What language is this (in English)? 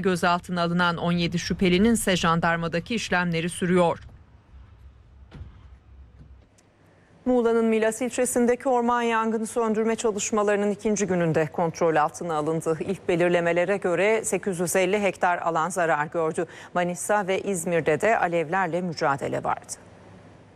Turkish